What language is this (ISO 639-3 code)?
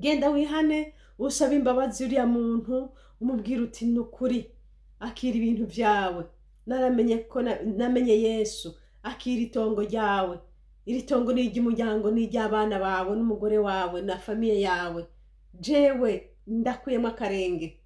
run